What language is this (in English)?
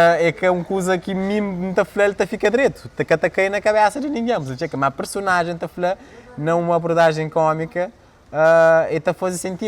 Kabuverdianu